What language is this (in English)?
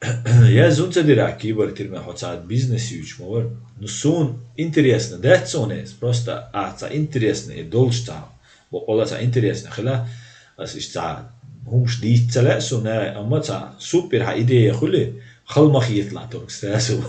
Chechen